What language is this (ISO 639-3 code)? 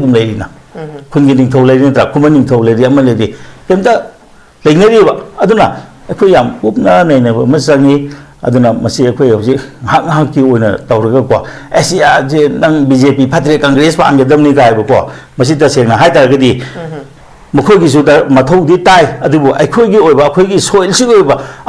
mni